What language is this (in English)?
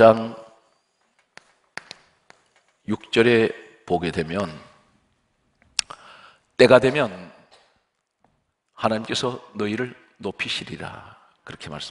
Korean